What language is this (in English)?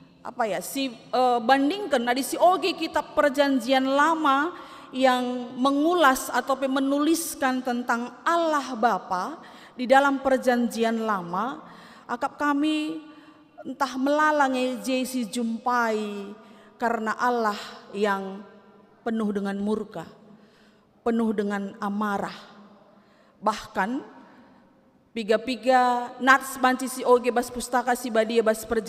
Batak Karo